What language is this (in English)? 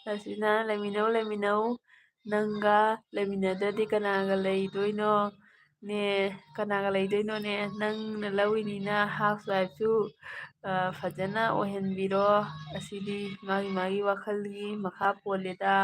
Manipuri